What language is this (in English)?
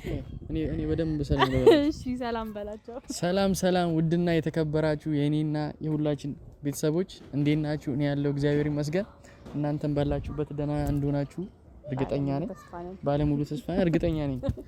Amharic